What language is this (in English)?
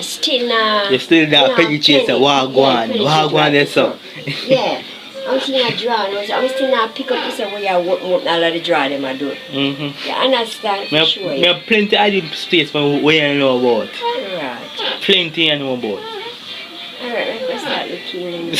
Jamaican Creole English